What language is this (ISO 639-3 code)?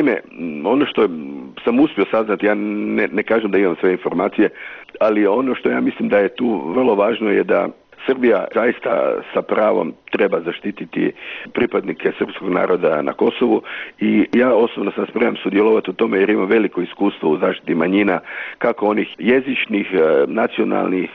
hrv